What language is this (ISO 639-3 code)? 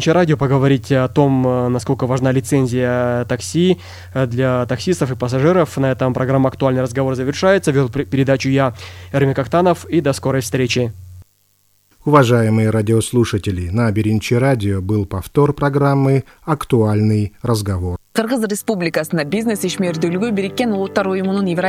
rus